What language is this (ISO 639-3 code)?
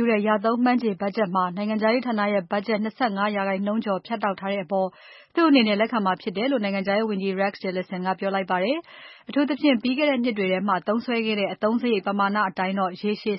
mya